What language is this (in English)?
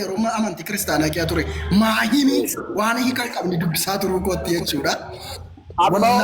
Oromo